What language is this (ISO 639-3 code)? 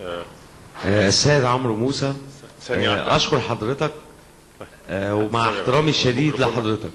arz